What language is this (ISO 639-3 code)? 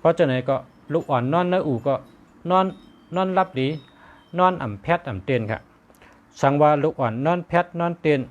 shn